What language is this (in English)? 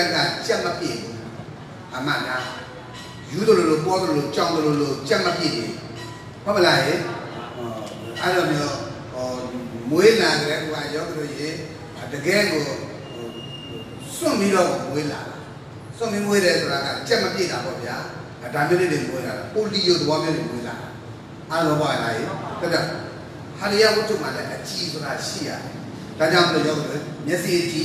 Burmese